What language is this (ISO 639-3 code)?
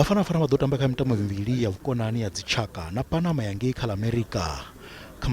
ven